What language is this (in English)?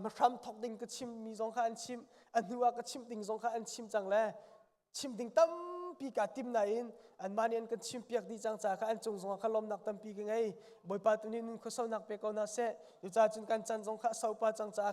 Hakha Chin